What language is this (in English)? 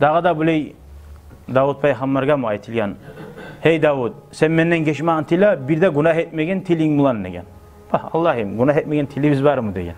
Kumyk